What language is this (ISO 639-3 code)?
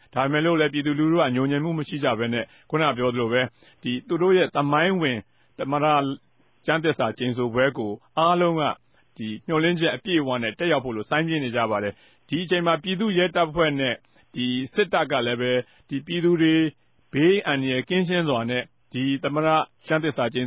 mya